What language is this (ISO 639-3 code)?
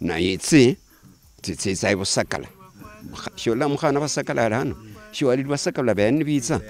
luy